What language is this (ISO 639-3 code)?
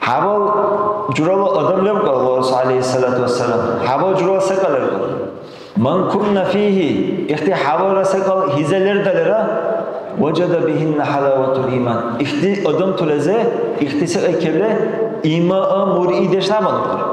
dar